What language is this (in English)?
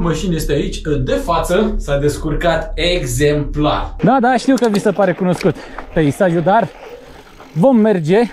Romanian